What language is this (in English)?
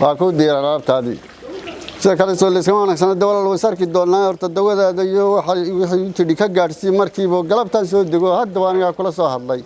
Somali